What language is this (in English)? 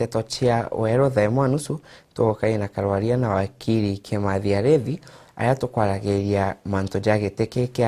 Meru